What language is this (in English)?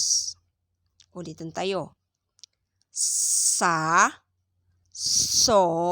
Pangasinan